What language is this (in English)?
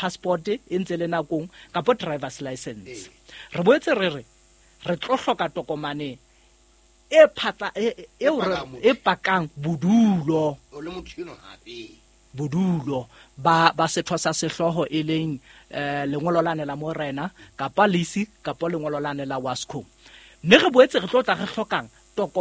Southern Sotho